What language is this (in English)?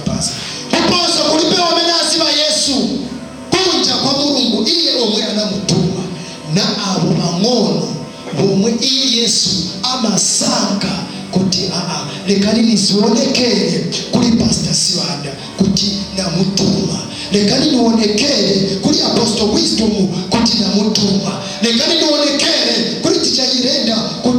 Nyanja